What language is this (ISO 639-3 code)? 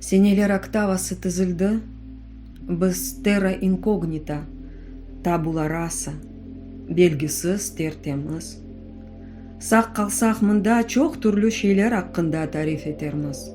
crh